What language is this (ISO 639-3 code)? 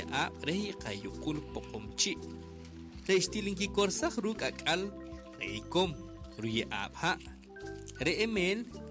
poh